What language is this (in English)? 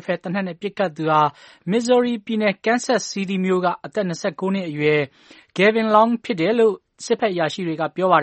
Burmese